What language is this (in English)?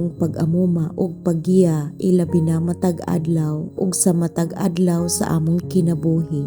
Cebuano